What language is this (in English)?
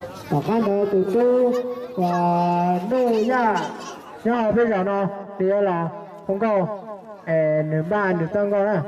Hmong